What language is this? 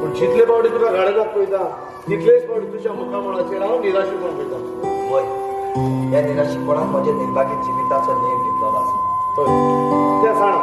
Konkani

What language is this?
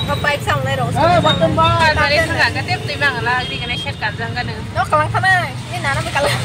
Kok Borok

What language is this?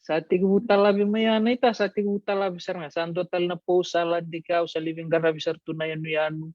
Fijian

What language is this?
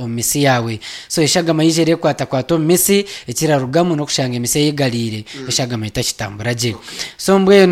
Nyankole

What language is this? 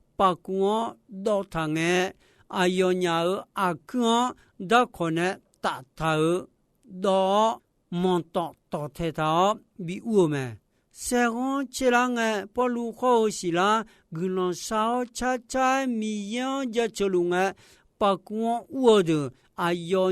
Akha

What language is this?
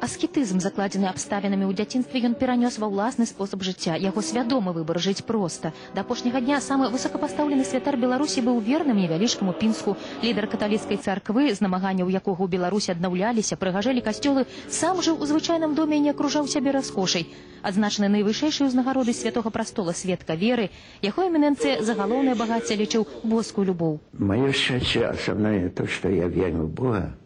Belarusian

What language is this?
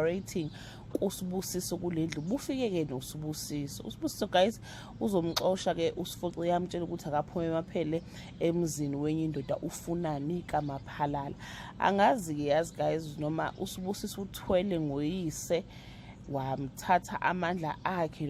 Zulu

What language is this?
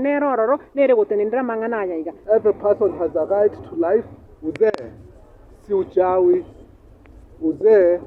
Gusii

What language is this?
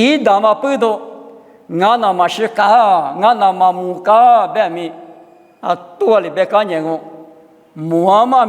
Lisu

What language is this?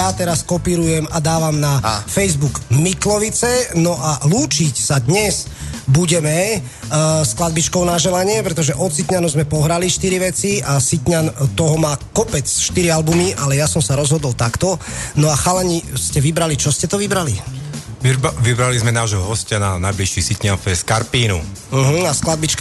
Slovak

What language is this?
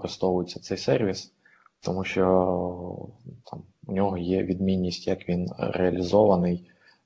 Ukrainian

